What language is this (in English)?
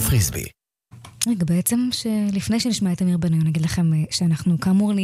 Hebrew